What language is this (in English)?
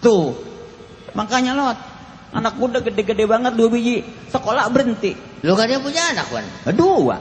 Betawi